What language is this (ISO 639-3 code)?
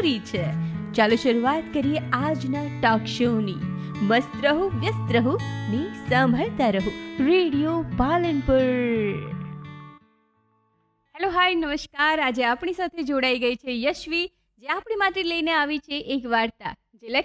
guj